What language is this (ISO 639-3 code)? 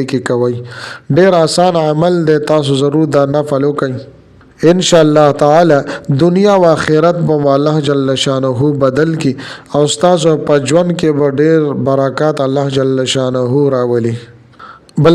pus